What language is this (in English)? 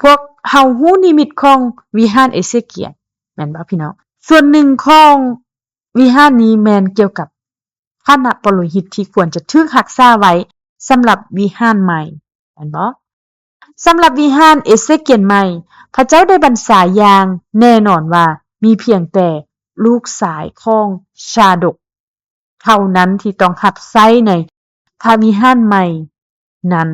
Lao